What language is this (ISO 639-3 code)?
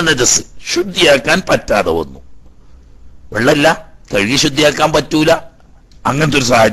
mal